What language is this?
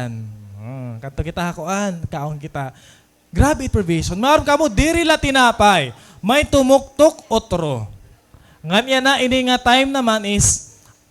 Waray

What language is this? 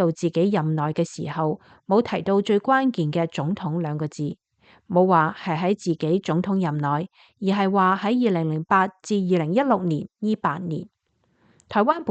Cantonese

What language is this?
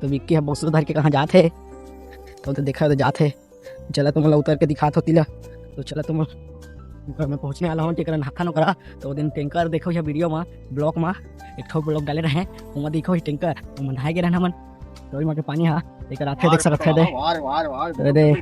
Chhattisgarhi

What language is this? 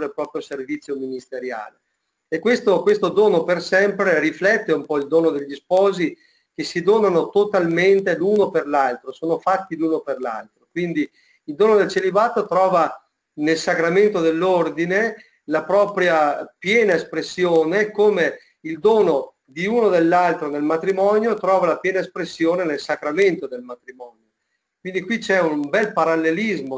Italian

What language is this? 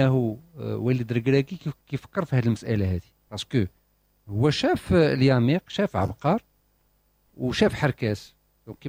Moroccan Arabic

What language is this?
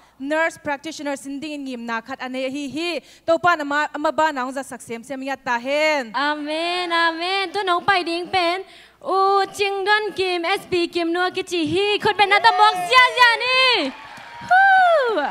Tedim Chin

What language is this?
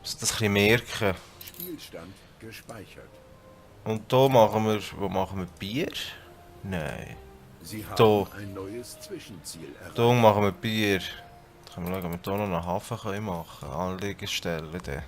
Swiss German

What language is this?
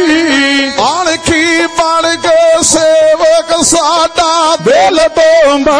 Punjabi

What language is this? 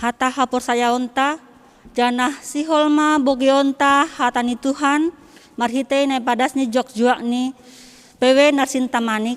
Batak Simalungun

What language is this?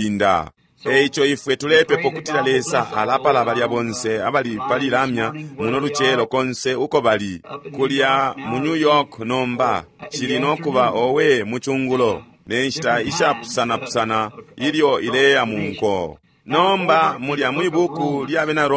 Bemba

